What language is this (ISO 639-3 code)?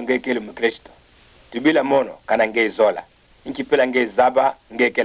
ktu